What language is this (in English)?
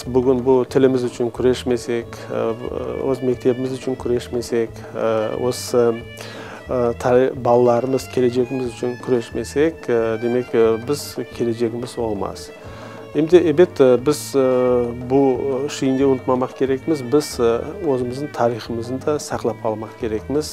Crimean Tatar